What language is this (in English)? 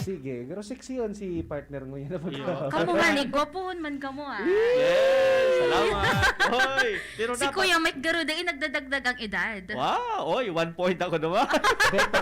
Bikol